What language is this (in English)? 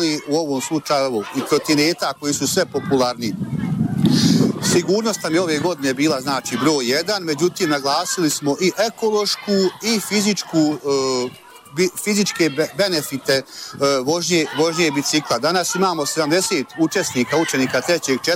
Bosnian